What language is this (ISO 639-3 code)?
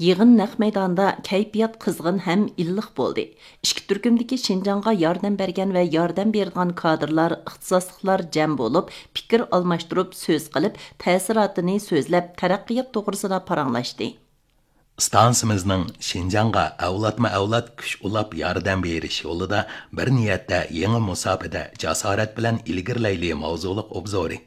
uig